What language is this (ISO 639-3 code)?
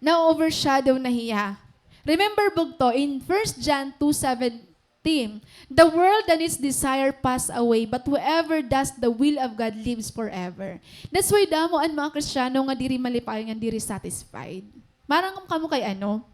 war